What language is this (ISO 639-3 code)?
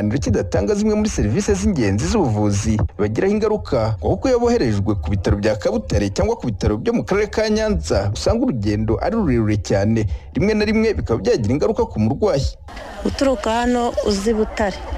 kin